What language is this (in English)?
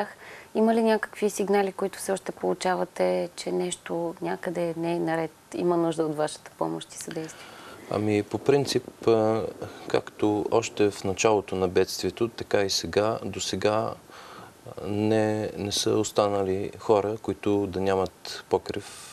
Bulgarian